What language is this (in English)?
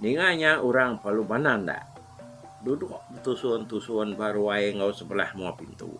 Iban